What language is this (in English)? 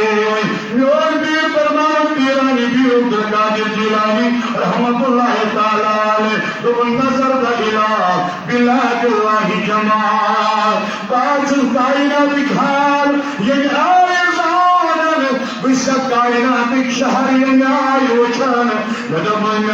Kashmiri